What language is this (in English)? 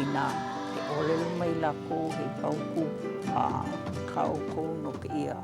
Hawaiian